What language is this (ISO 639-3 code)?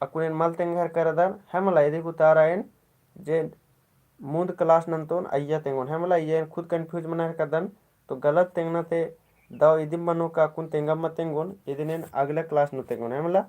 kru